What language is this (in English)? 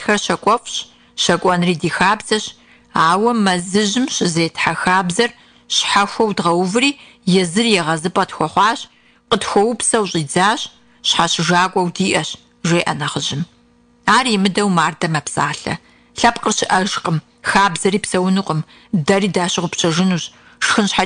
Kabardian